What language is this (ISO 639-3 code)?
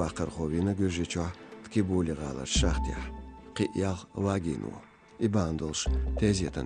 che